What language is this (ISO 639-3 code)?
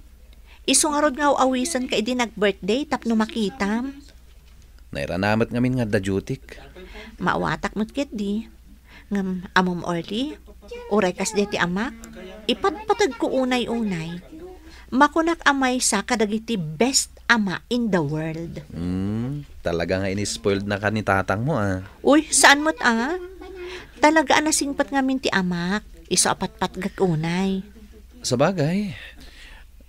ilo